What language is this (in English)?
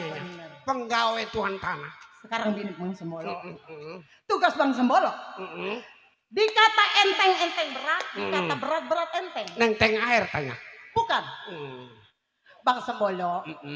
Betawi